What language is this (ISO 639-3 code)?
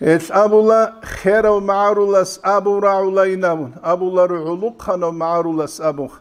ava